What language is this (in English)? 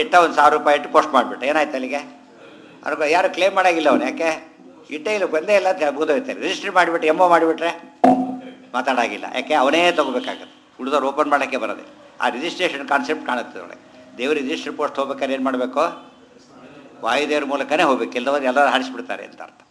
Kannada